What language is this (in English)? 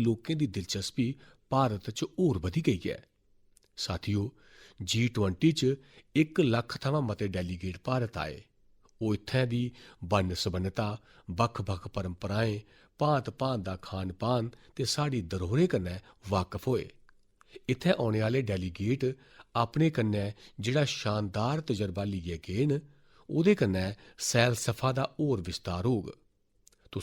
Dogri